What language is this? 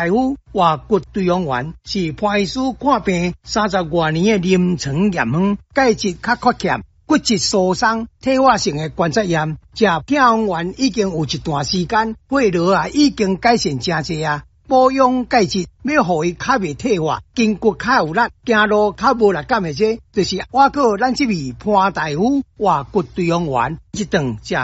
Min Nan Chinese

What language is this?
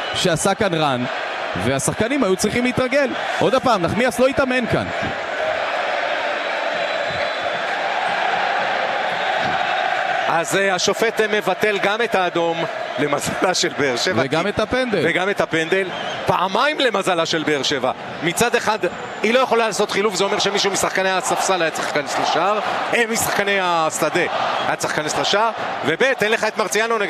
Hebrew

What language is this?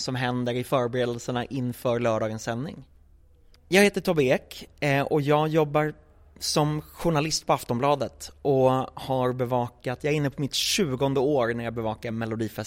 Swedish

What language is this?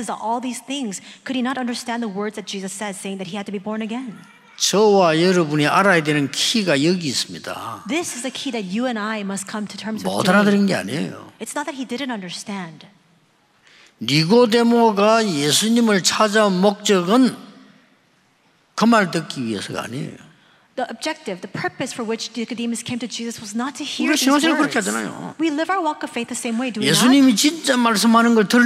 Korean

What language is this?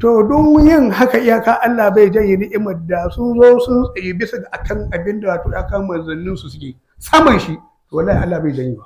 Hausa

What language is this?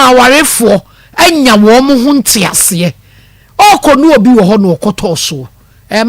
Akan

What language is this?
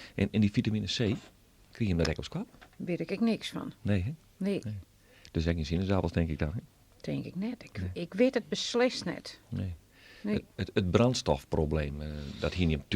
Western Frisian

